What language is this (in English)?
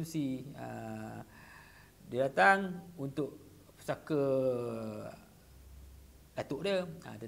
Malay